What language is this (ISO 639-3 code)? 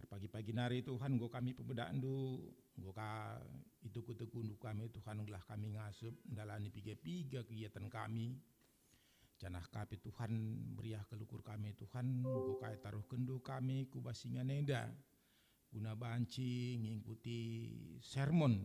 btx